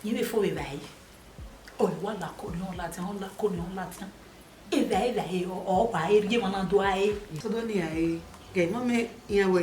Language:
Bini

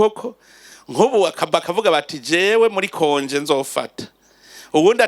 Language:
Rundi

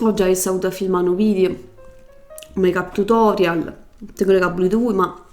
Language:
Neapolitan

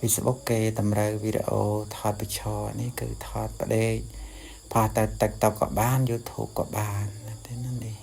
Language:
Khmer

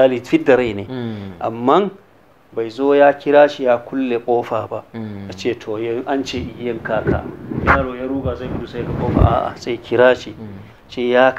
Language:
Hausa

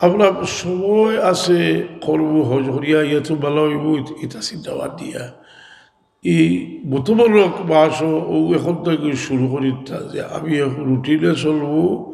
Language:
Sylheti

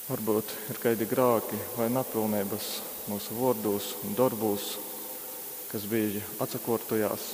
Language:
Latgalian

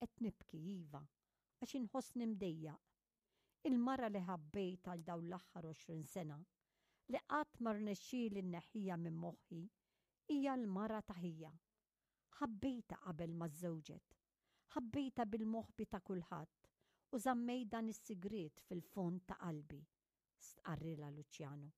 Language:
Maltese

